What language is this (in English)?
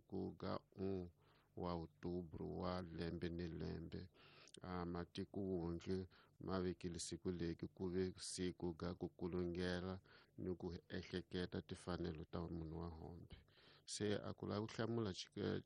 Tsonga